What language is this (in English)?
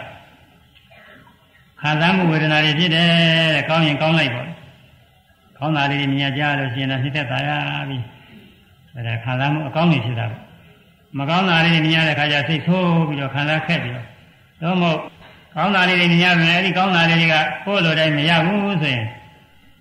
Burmese